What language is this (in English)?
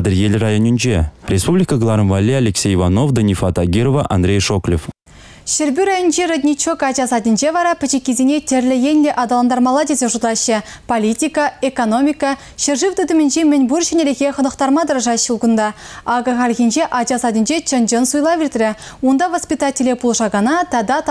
Chuvash